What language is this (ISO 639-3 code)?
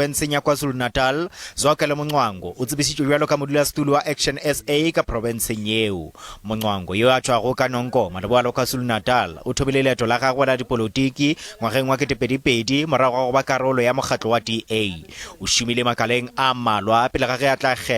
nso